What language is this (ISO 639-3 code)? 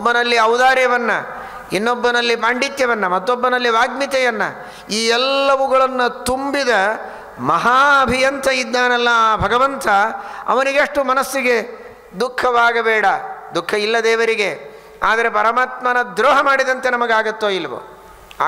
kan